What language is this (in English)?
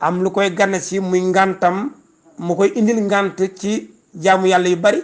Wolof